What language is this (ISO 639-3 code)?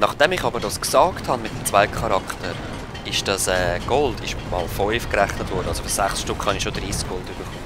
gsw